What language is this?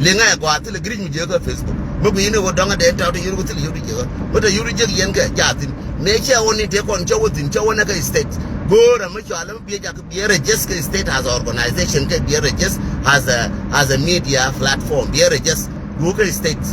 Nuer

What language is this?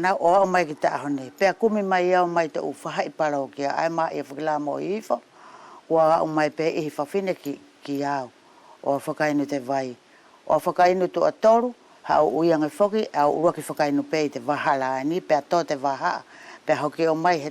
Wallisian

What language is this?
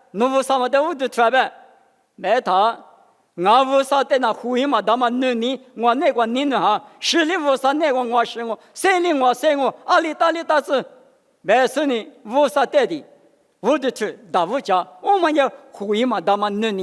Lisu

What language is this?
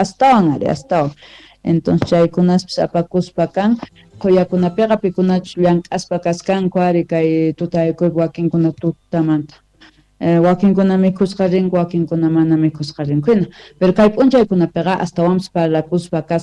Quechua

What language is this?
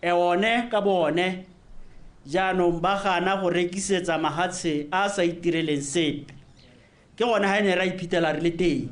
Tswana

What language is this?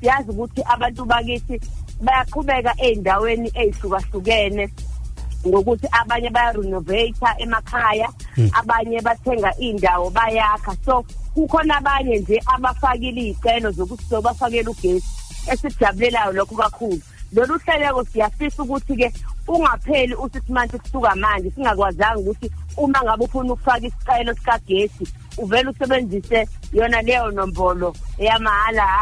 Zulu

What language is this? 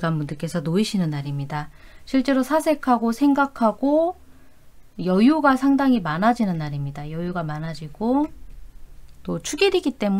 Korean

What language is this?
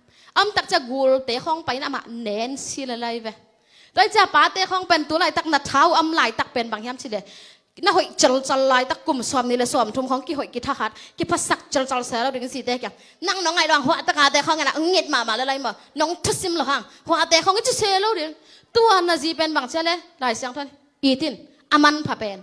Tedim Chin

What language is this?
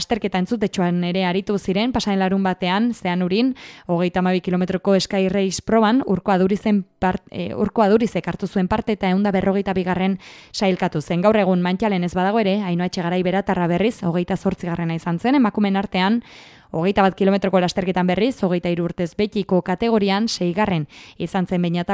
Basque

